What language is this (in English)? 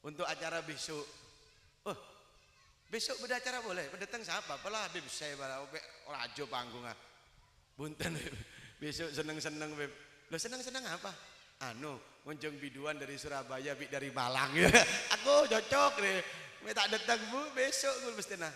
Madurese